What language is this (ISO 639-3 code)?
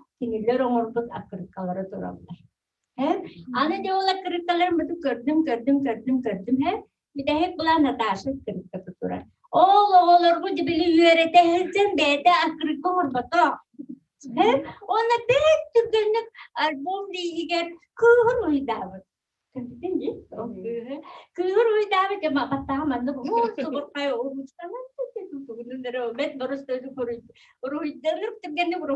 sah